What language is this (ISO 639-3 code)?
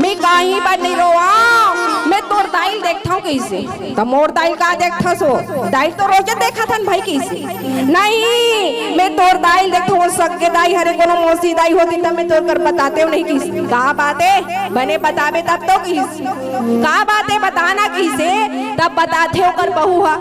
hne